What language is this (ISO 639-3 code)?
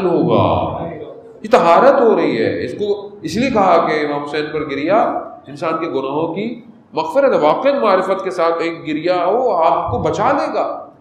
urd